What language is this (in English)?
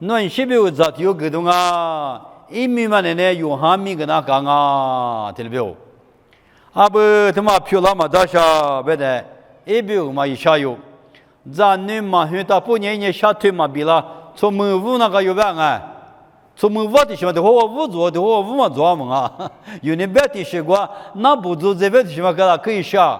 Lisu